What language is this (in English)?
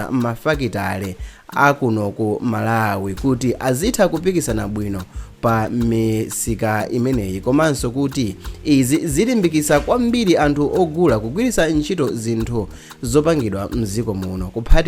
Nyanja